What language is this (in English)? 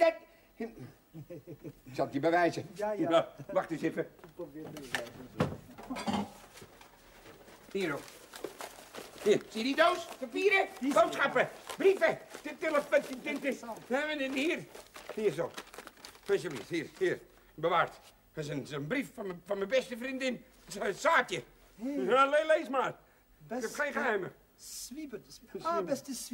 Dutch